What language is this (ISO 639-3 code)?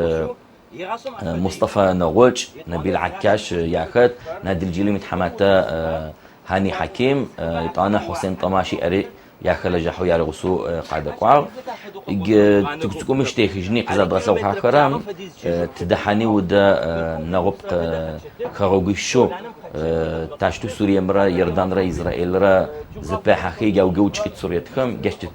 ady